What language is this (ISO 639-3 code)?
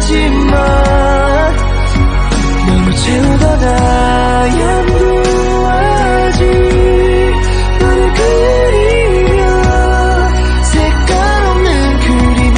kor